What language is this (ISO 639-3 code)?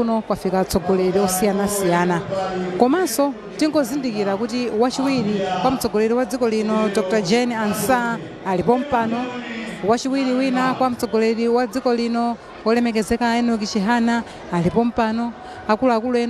nya